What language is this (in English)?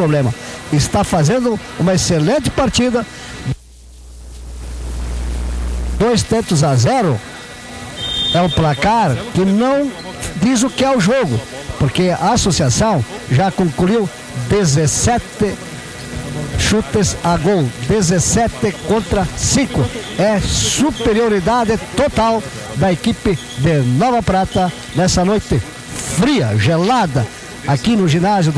Portuguese